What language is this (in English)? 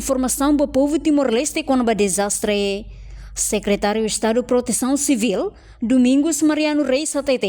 Tetum